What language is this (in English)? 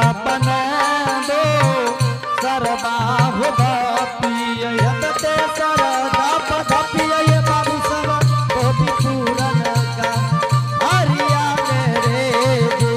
Angika